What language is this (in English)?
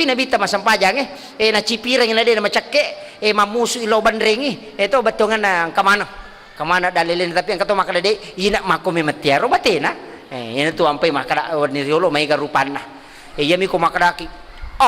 Buginese